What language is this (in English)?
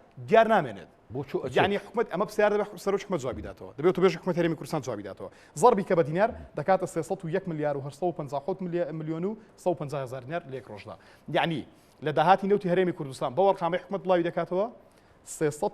Central Kurdish